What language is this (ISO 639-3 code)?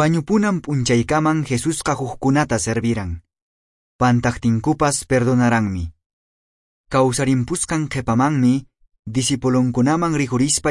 que